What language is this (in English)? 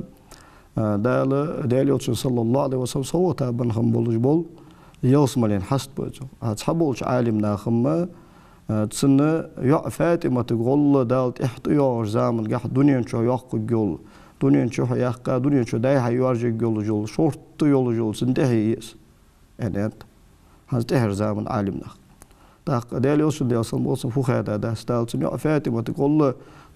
Ingush